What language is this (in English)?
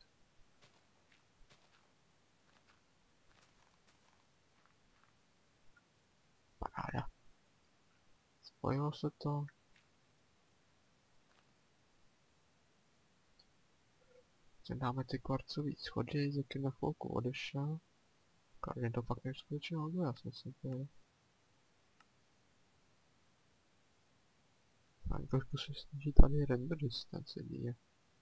Czech